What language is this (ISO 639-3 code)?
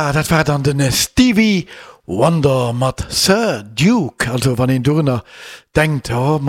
ltz